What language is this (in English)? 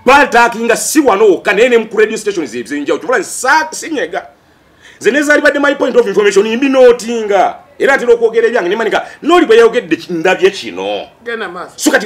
Ganda